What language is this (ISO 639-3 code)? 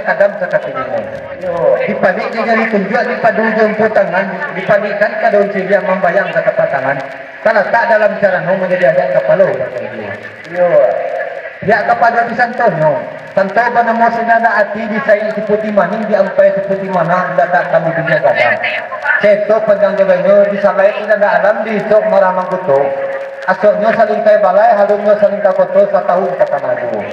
min